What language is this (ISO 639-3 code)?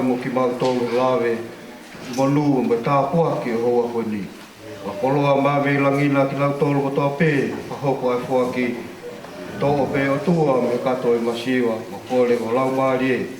ton